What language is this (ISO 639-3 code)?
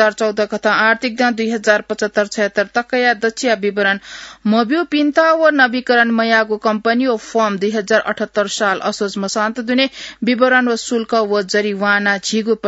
new